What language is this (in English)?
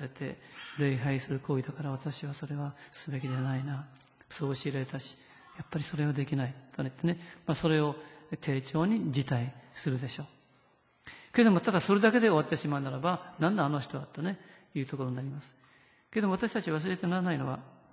Japanese